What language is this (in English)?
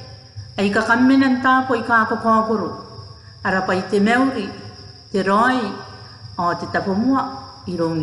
Gilbertese